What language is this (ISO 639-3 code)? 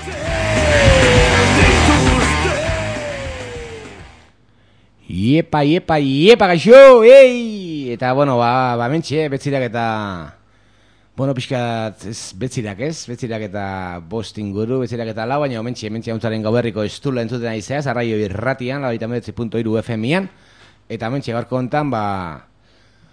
eus